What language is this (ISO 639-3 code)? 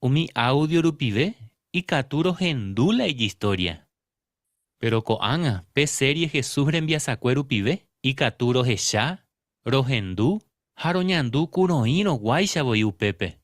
grn